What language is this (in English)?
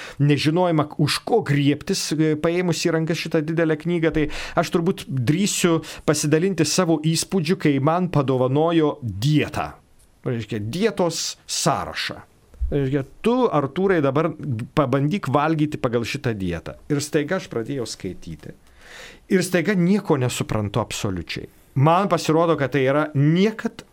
Lithuanian